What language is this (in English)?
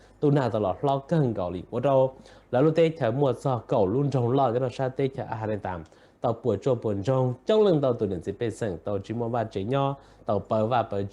Hmong